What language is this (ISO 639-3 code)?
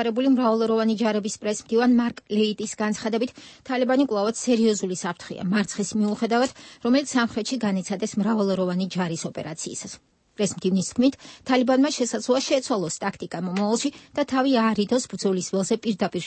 kat